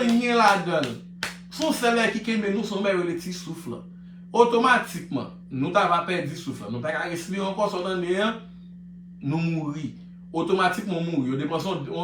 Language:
Haitian Creole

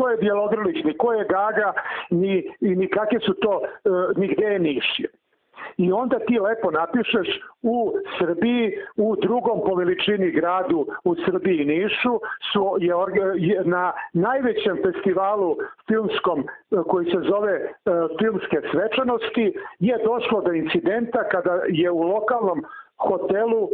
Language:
Serbian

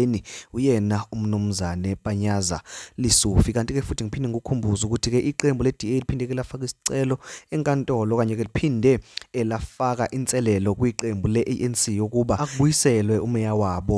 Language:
Zulu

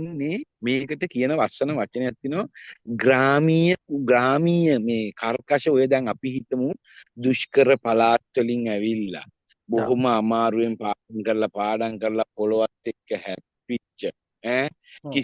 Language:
Sinhala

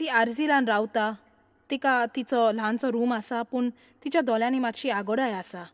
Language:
Konkani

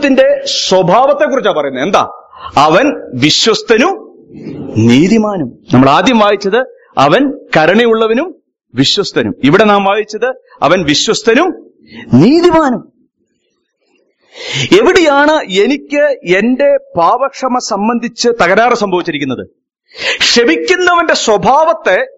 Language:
Malayalam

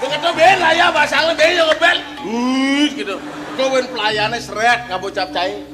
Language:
Balinese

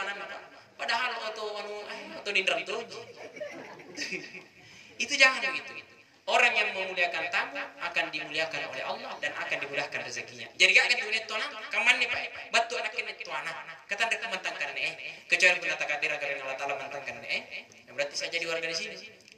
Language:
Makasar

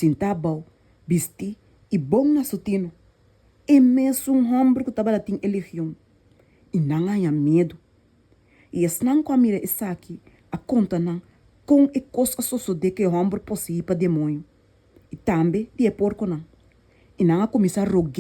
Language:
Papiamento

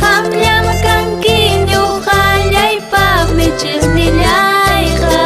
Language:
Ayacucho Quechua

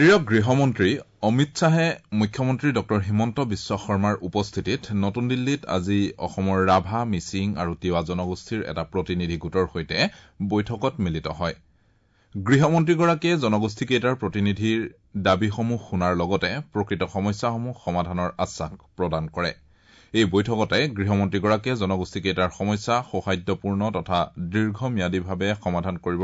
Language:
Assamese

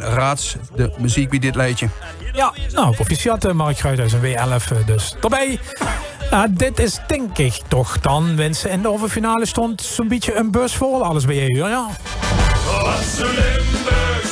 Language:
Limburgish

